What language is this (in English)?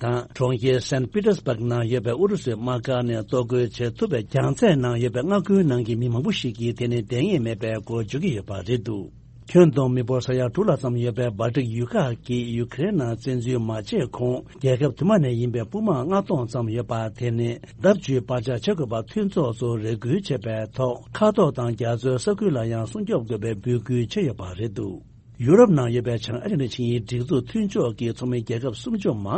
Tibetan